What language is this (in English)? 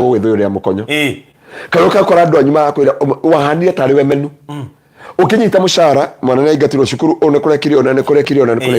Kikuyu